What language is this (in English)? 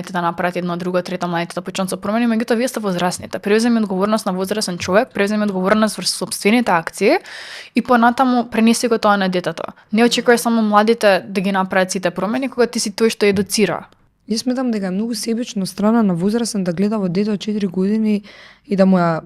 Macedonian